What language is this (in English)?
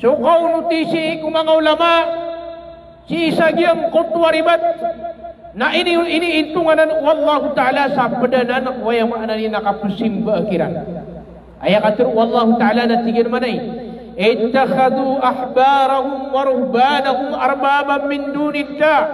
Maranao